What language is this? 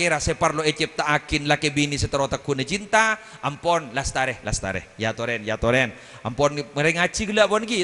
Madurese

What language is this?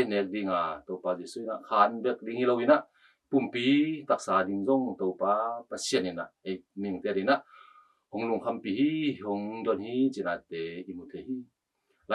Tedim Chin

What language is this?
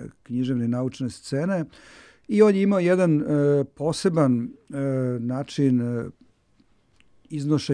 Serbian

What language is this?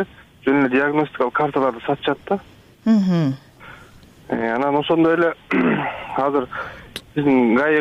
Kyrgyz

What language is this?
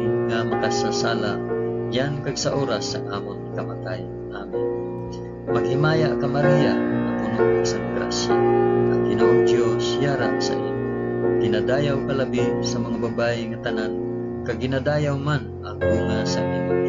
Hiligaynon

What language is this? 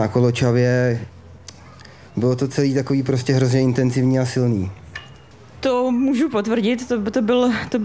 Czech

